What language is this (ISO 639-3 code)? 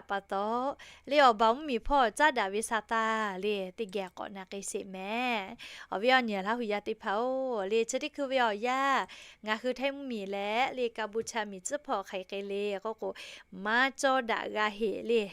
lhu